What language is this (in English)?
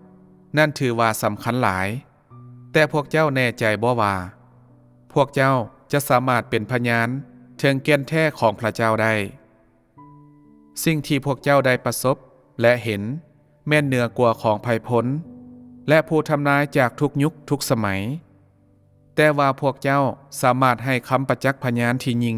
Lao